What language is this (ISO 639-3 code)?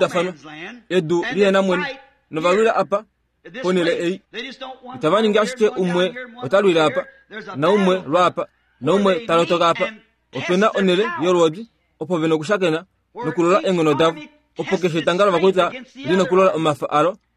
kua